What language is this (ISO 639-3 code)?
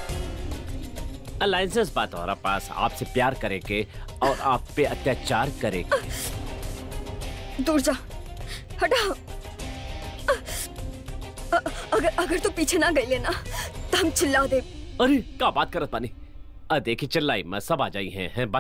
bho